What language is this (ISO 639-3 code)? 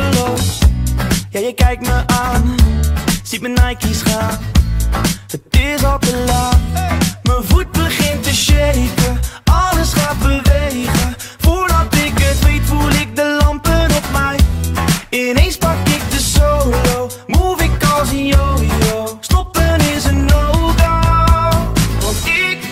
nld